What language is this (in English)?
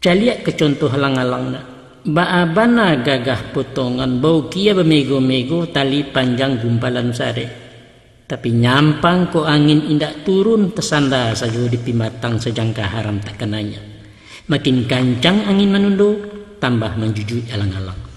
Minangkabau